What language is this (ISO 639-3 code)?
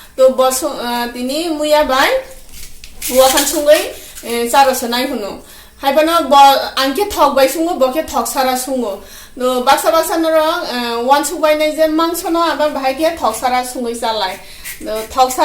trp